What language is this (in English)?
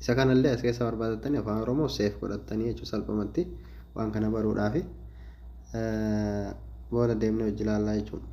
Oromo